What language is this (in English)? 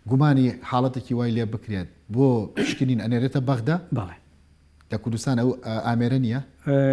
Central Kurdish